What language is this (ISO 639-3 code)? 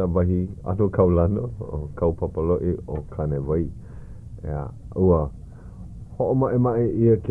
haw